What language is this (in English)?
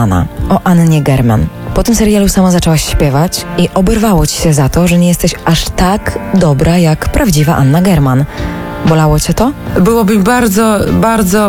Polish